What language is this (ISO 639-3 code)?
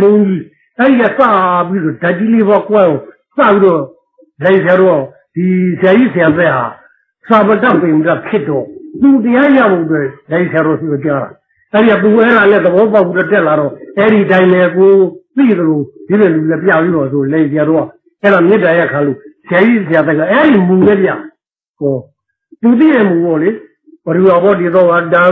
mya